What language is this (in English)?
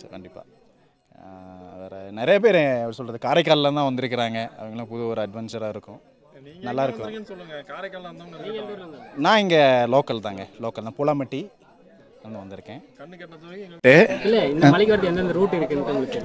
Tamil